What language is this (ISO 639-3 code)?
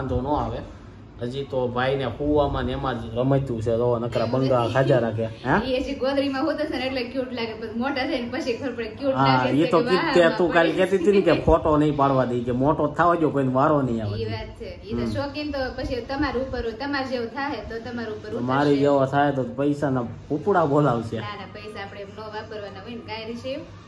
guj